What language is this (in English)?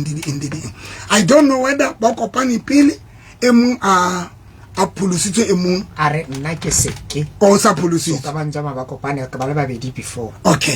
Southern Sotho